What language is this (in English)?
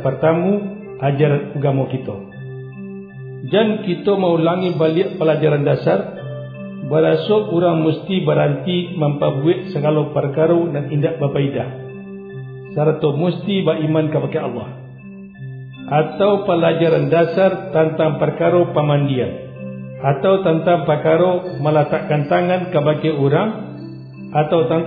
Malay